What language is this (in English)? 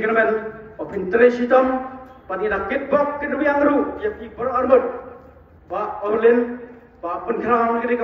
Khasi